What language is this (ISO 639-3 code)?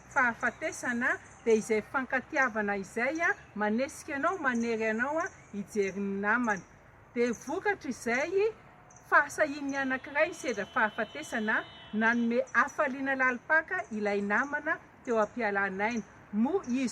mlg